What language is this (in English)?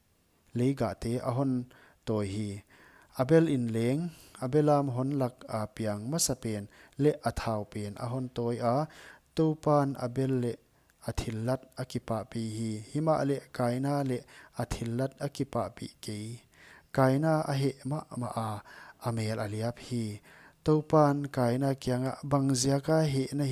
Paite Chin